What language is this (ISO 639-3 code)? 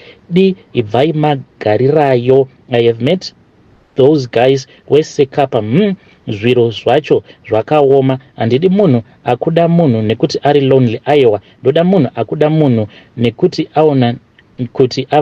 sna